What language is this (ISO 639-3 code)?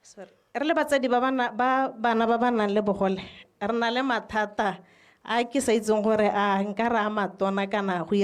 tsn